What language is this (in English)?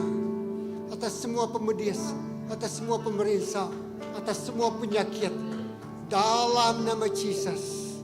Iban